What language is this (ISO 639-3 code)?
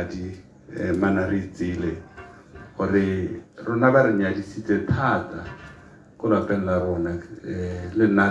tsn